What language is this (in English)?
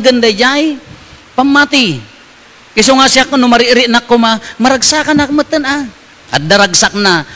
Iloko